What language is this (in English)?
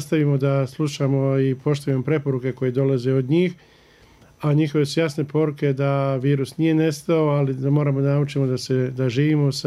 Bosnian